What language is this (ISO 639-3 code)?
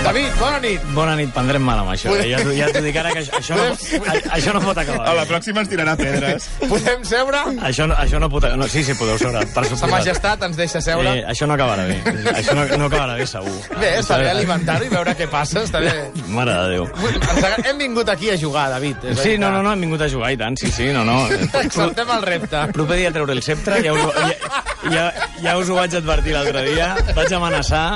cat